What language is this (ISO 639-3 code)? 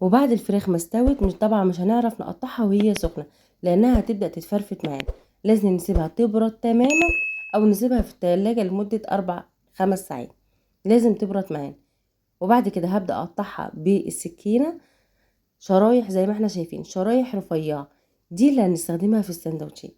arz